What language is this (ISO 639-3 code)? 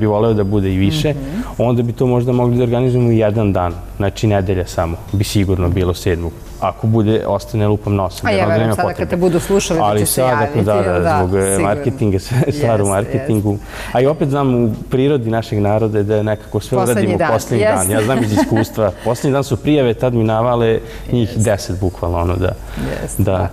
srp